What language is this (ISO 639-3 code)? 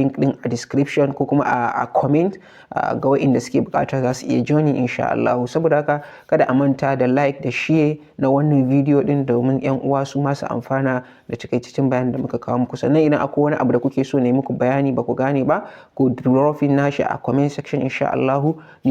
hau